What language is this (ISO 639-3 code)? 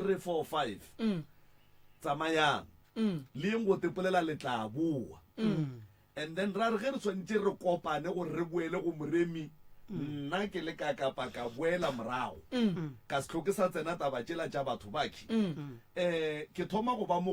nso